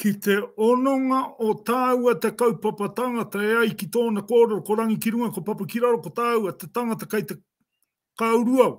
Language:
Māori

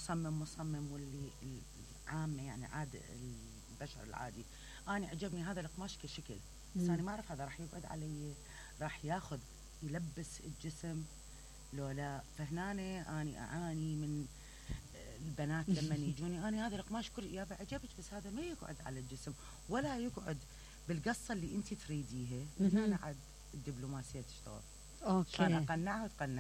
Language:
Mesopotamian Arabic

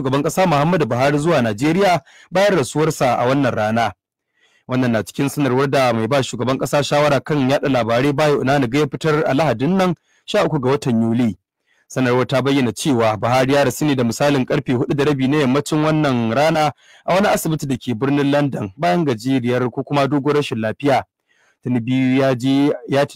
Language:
Hausa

